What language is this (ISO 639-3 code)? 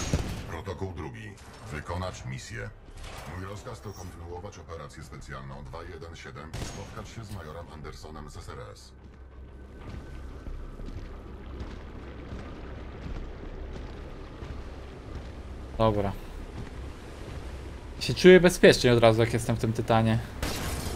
pol